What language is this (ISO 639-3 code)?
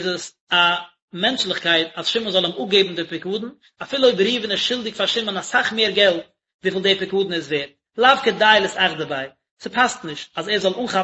yid